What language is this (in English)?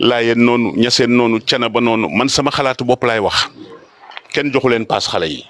Wolof